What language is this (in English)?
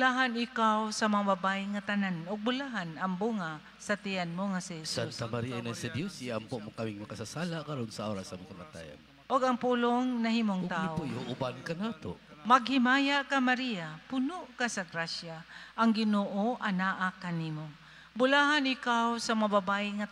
Cebuano